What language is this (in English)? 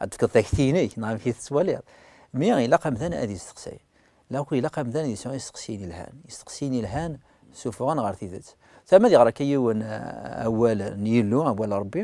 Kabyle